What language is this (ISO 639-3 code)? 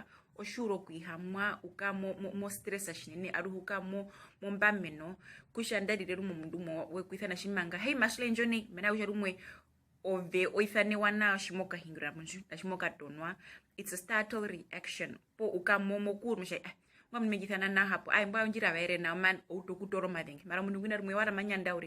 her